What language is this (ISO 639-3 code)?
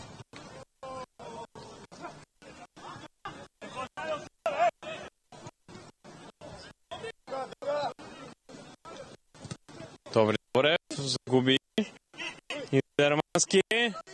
bul